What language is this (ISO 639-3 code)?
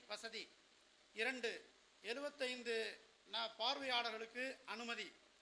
tam